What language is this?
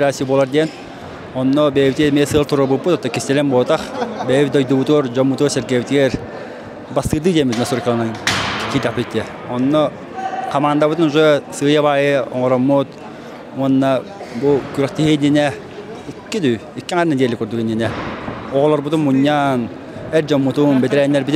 Yakut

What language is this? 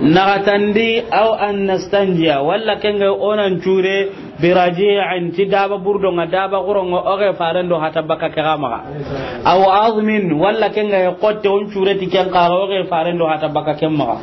Soninke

